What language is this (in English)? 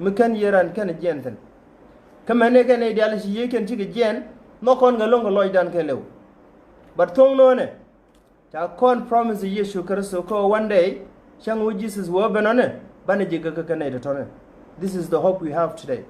Nuer